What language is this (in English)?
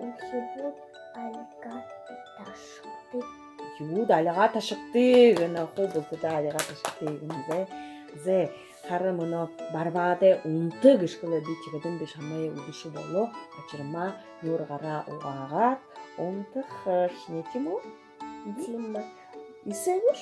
Buriat